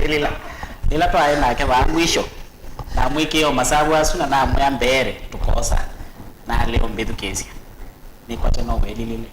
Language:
Kamba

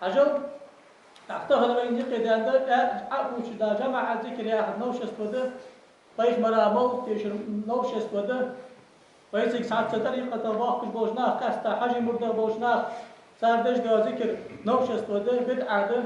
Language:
Ingush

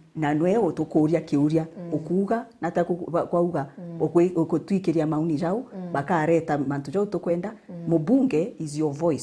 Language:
Meru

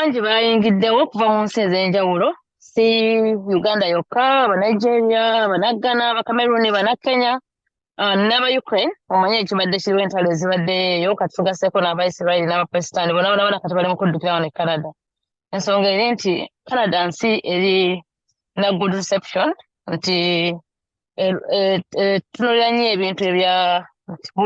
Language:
Ganda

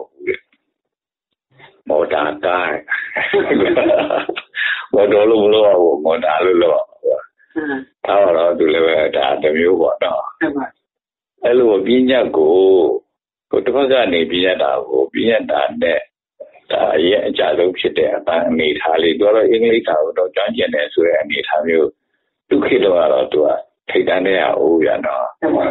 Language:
Burmese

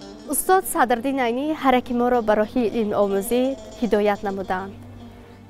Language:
Tajik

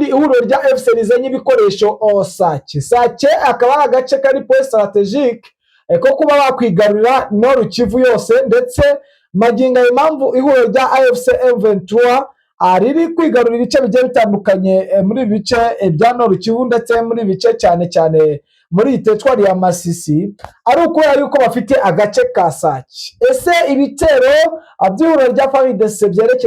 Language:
Kinyarwanda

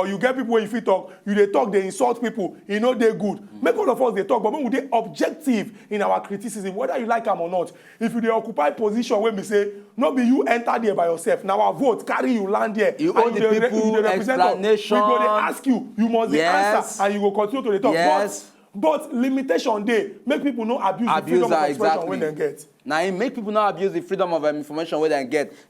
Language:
Nigerian Pidgin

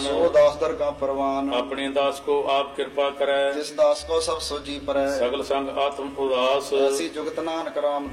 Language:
Punjabi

